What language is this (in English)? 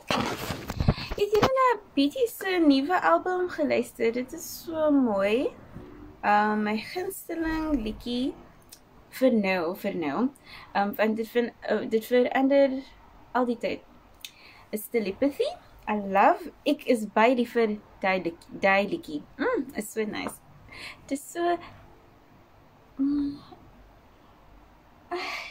Afrikaans